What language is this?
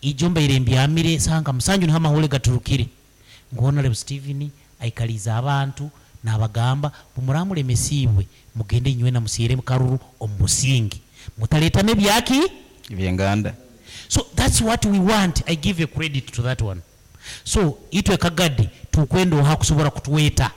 Nyankole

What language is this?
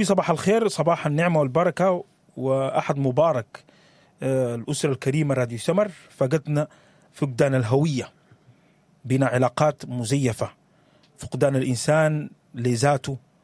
Sudanese Arabic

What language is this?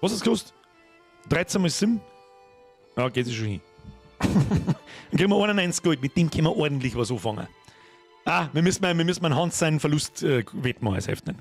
Bavarian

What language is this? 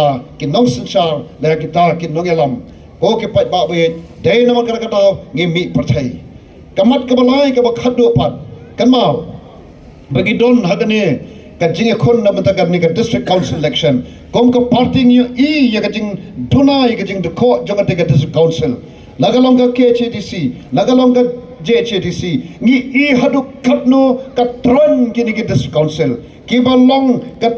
Khasi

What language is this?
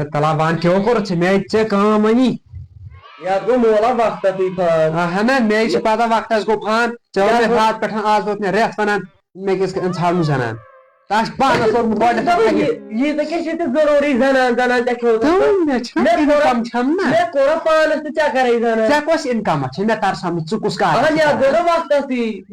Kashmiri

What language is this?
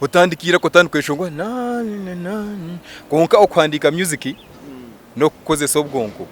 Nyankole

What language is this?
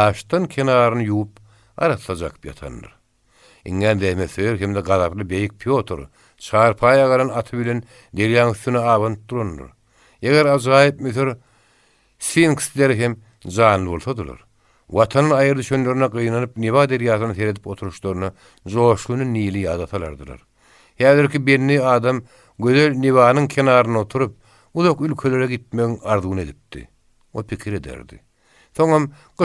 Turkmen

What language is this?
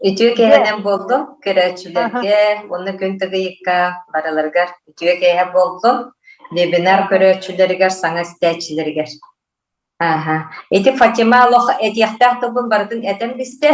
Yakut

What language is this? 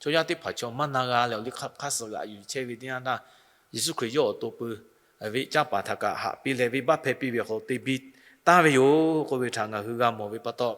Lahu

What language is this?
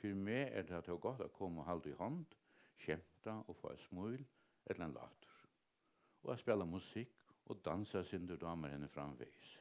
Faroese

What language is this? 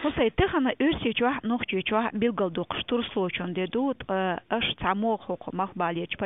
Chechen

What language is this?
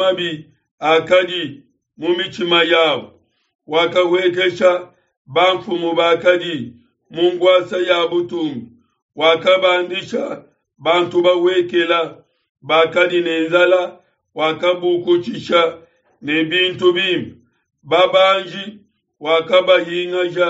Luba-Lulua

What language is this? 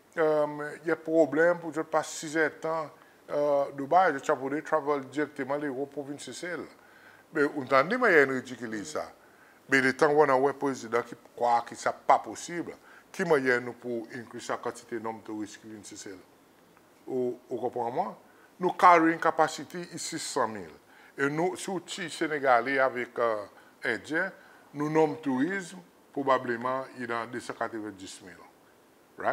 Seselwa Creole French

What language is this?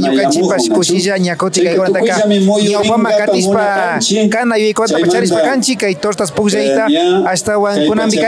Imbabura Highland Quichua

